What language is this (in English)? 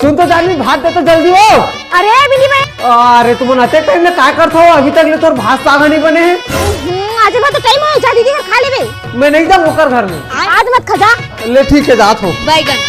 Chhattisgarhi